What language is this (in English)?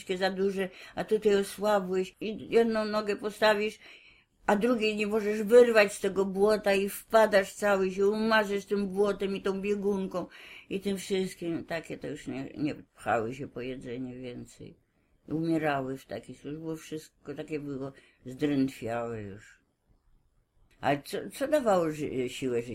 Polish